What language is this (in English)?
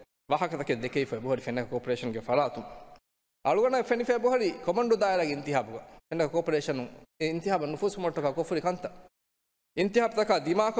Divehi